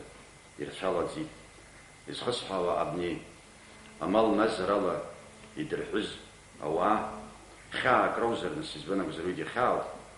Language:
Abkhazian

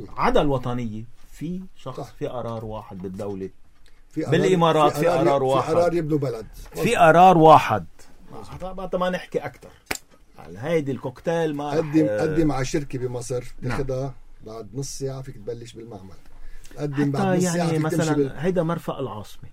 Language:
North Levantine Arabic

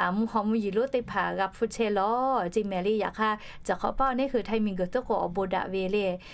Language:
Lahu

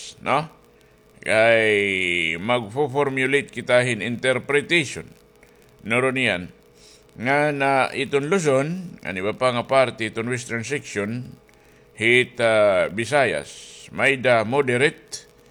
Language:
Waray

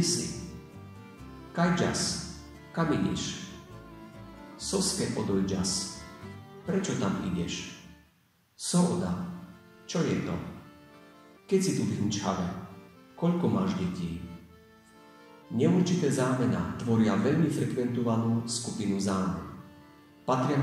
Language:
Slovak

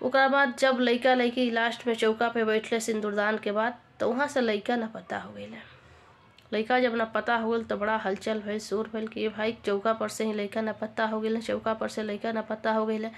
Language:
Bhojpuri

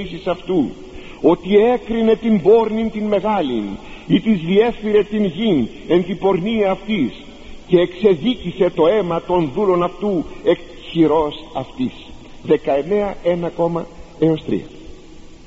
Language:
Greek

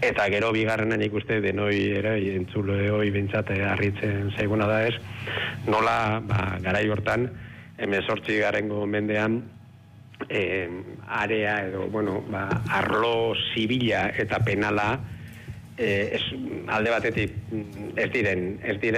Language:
Basque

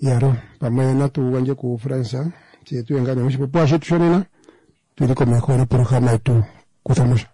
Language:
Kuanyama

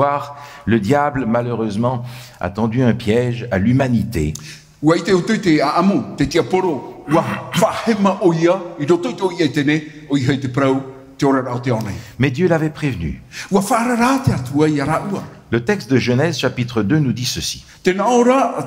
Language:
Tahitian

